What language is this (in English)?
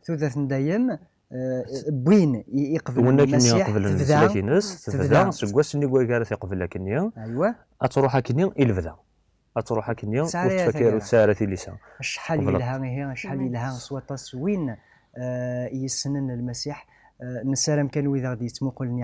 Kabyle